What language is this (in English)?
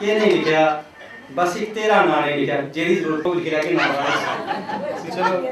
Dogri